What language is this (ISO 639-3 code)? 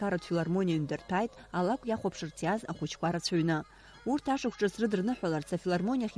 abk